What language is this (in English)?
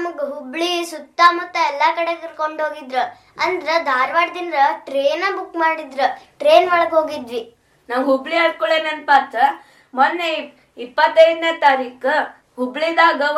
Kannada